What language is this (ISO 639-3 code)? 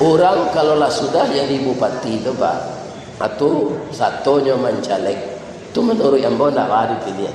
min